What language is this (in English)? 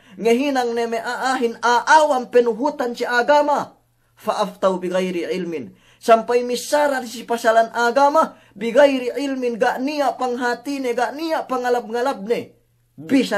Yakan